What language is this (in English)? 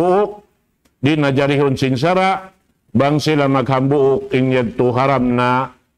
Tausug